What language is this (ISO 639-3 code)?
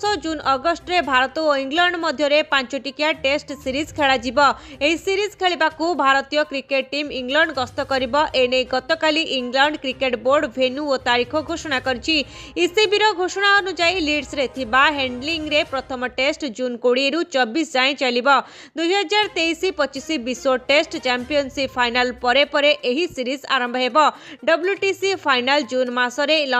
ori